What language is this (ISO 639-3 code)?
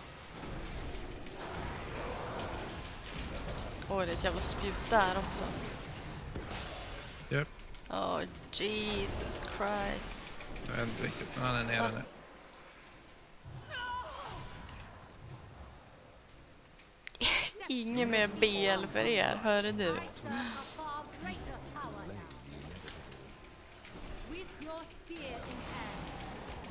swe